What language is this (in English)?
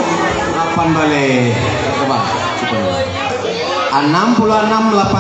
Minangkabau